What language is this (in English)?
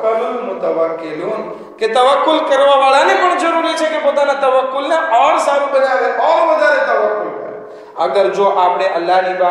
Gujarati